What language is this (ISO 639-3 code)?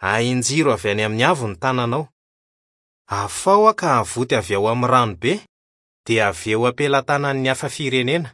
mlg